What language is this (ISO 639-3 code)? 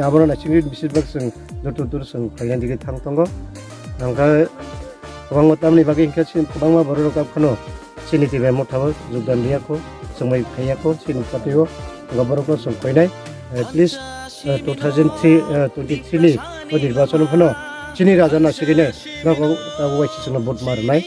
trp